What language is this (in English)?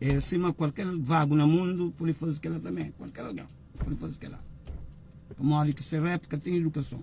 Kabuverdianu